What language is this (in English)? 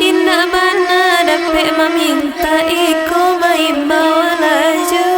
Minangkabau